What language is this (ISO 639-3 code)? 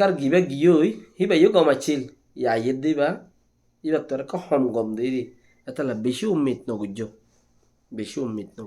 rhg